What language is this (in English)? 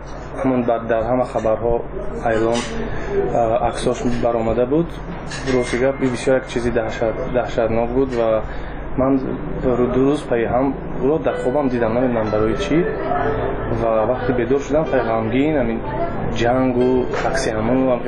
Persian